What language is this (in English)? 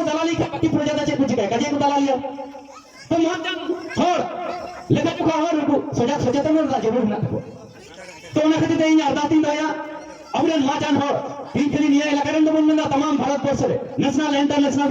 Santali